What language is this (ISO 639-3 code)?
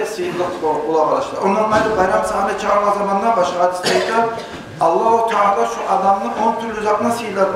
kum